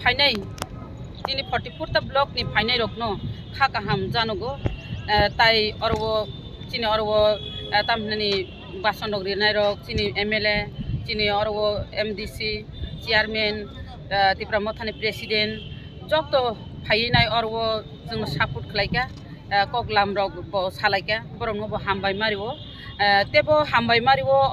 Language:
Kok Borok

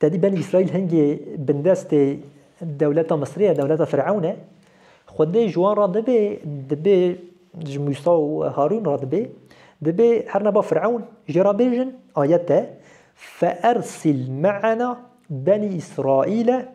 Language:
Kurdish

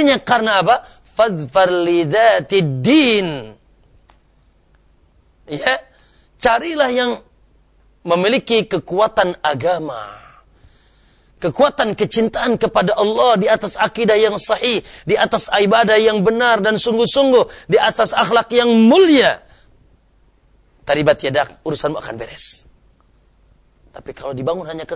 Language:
Indonesian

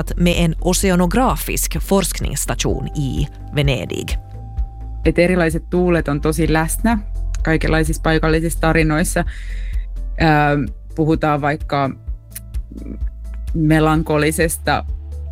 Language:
Swedish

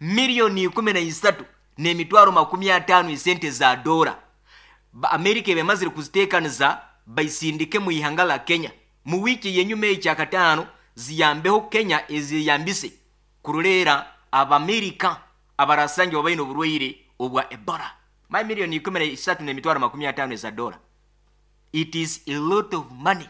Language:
Nyoro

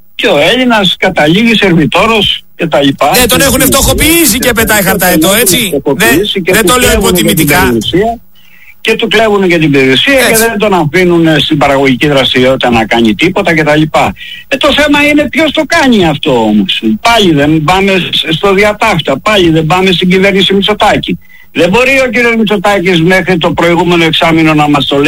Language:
Greek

